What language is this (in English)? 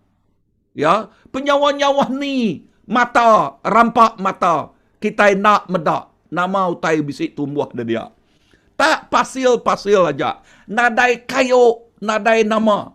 Iban